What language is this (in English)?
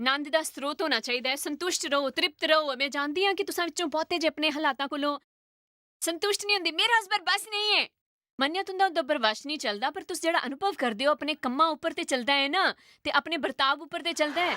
Dogri